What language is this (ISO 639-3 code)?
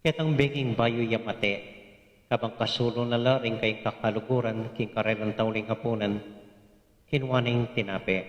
pam